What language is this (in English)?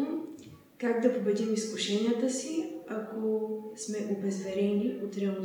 Bulgarian